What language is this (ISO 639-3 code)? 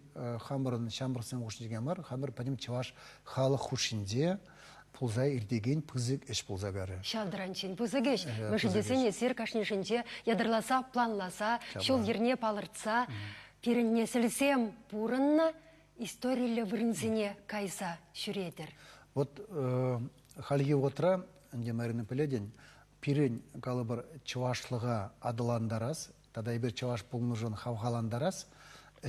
chv